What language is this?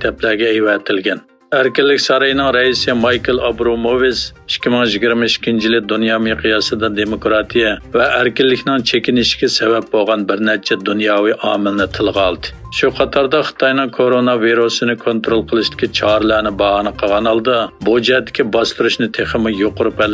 Uyghur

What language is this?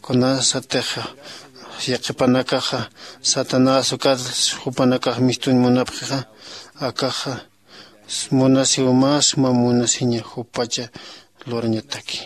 Aymara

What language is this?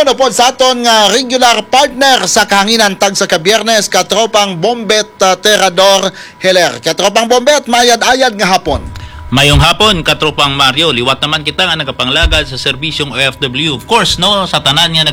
Hiligaynon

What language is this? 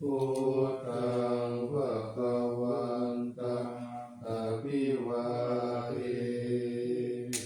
Pali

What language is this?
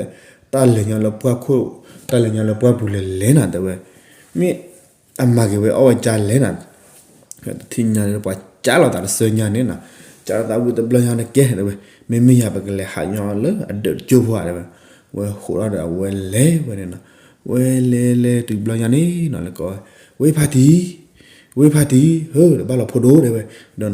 S'gaw Karen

